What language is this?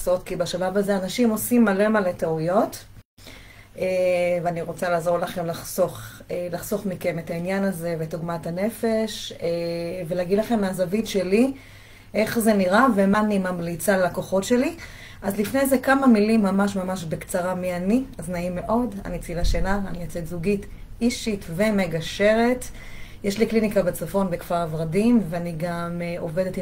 Hebrew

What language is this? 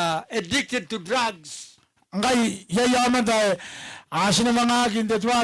Gilbertese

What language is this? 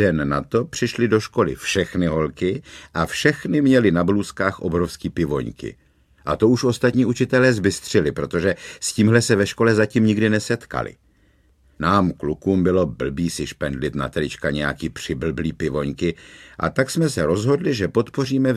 Czech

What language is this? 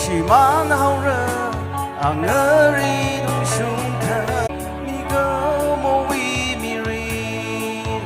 Tangkhul Naga (India)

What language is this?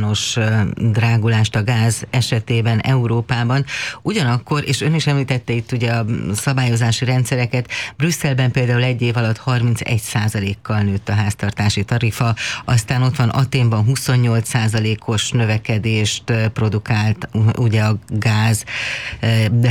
Hungarian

